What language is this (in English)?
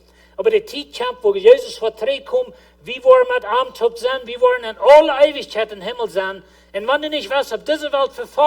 Plautdietsch